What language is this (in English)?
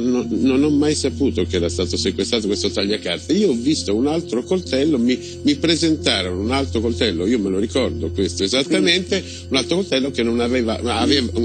Italian